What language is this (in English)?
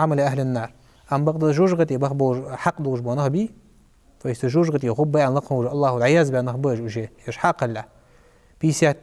Ingush